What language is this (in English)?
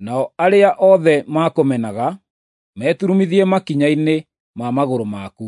Kikuyu